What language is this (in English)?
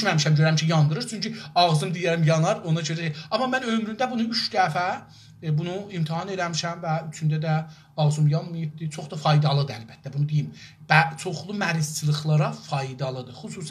South Azerbaijani